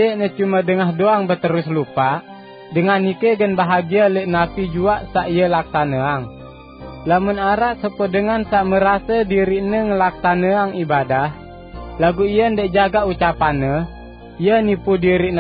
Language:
Sasak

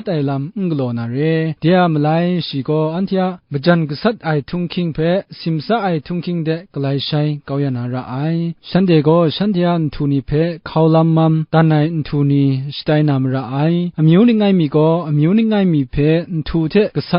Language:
Kachin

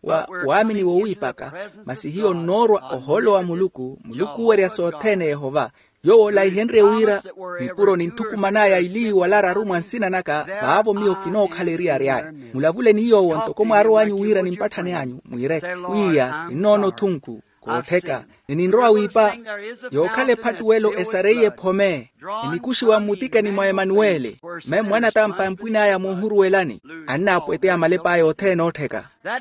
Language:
Makhuwa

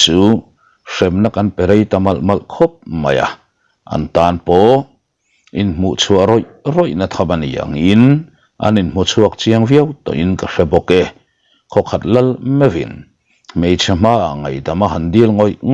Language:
Mizo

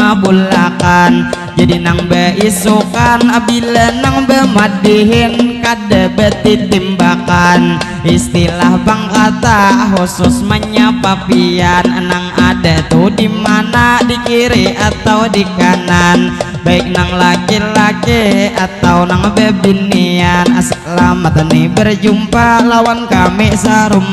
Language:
Banjar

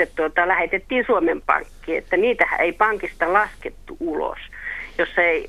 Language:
Finnish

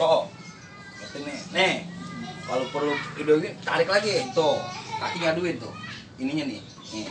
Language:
Betawi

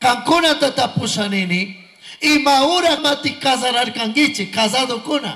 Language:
Chimborazo Highland Quichua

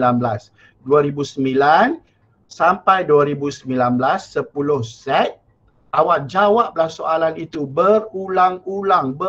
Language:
Malay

